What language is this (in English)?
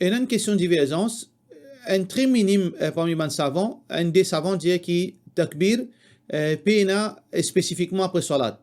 Morisyen